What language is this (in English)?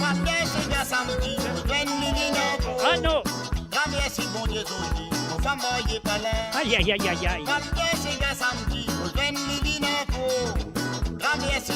Morisyen